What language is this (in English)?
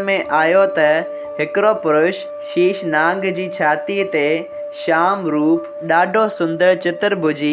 Sindhi